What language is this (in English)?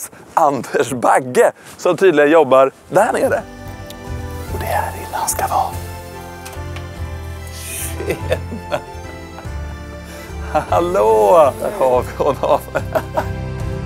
Swedish